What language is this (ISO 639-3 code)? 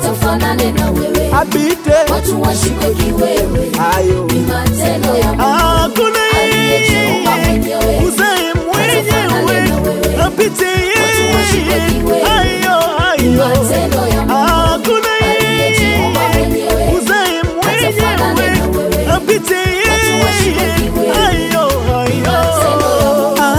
swa